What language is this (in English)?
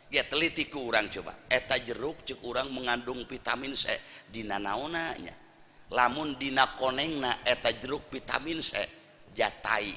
Sundanese